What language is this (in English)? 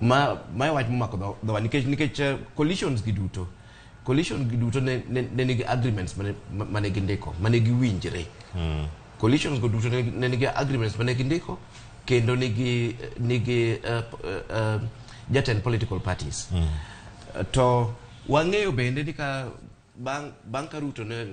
Luo (Kenya and Tanzania)